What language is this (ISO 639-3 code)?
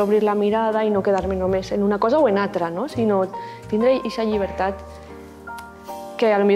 cat